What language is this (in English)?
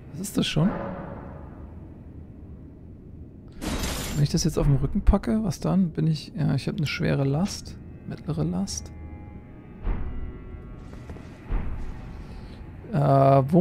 German